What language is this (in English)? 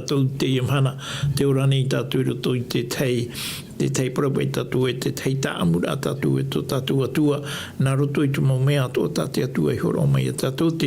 Tahitian